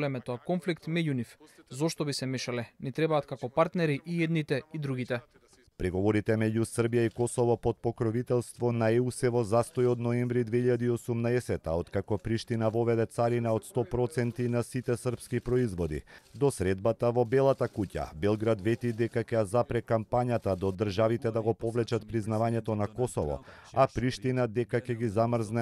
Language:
Macedonian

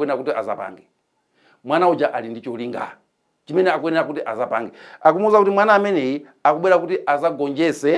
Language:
Nyanja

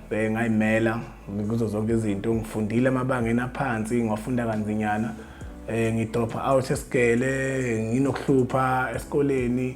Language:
Zulu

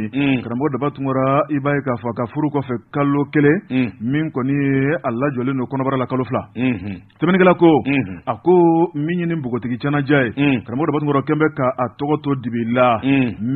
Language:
Bambara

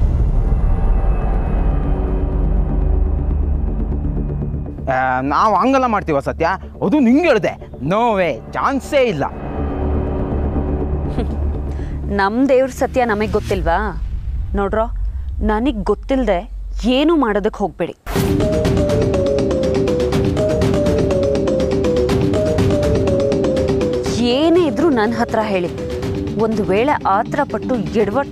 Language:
Kannada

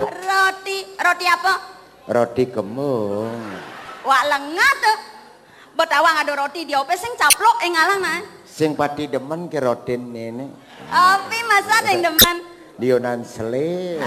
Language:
Balinese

